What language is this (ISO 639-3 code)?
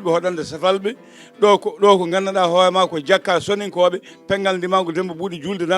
ful